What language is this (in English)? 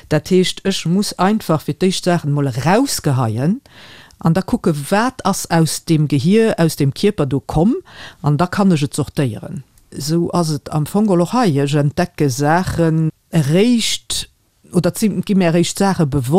Luxembourgish